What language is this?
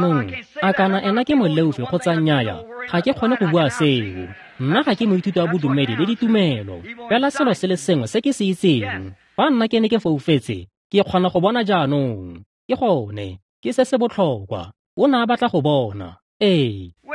Tswana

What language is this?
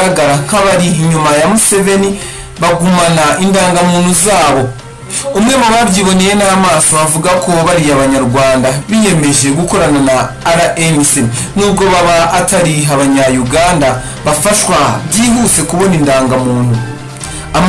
Kinyarwanda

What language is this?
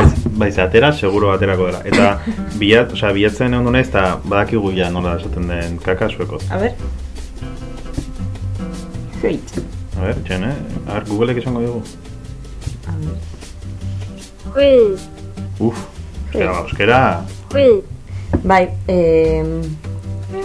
Basque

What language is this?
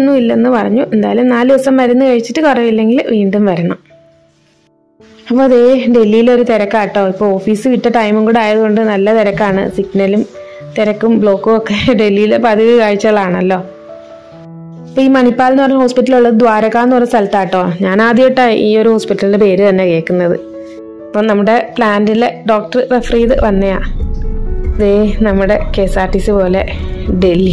Malayalam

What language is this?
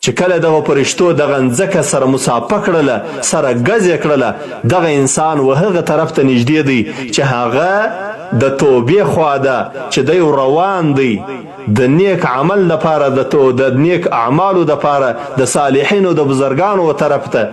Pashto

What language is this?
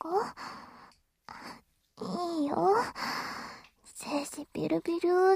Japanese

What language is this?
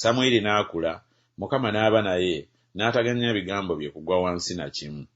Ganda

